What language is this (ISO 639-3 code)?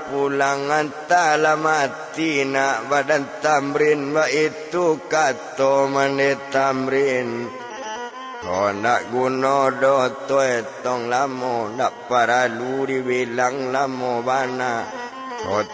min